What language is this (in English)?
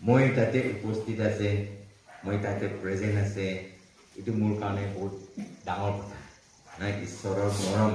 Naga Pidgin